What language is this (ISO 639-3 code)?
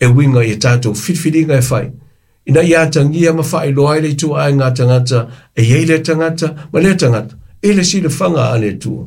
smo